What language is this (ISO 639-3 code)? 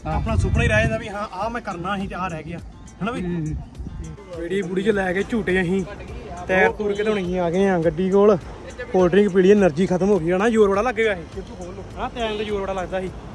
pan